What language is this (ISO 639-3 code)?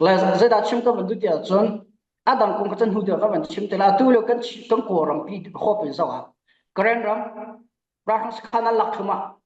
cfm